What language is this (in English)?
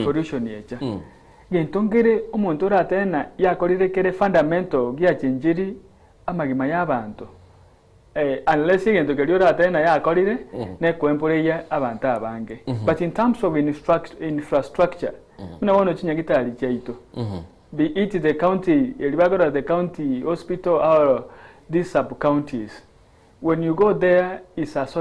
Gusii